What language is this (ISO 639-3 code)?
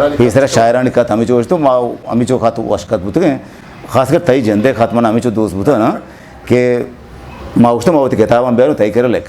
bgp